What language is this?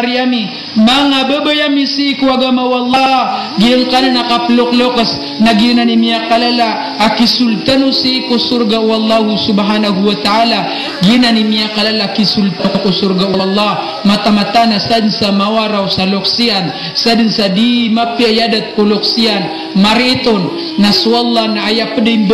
Maranao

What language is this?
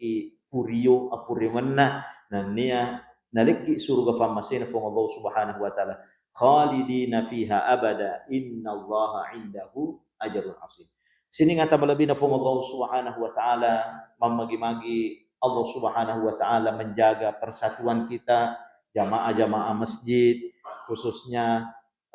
Buginese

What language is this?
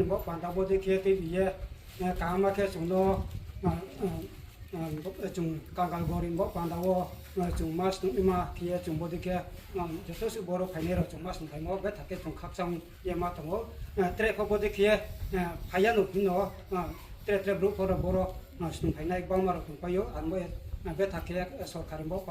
Riang (India)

